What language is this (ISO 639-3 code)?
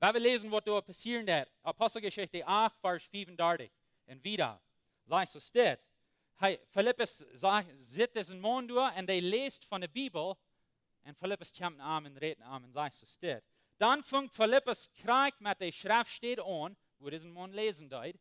pdt